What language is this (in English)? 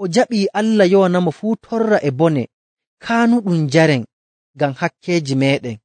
Nigerian Fulfulde